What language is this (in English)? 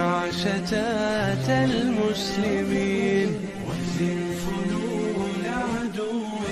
Arabic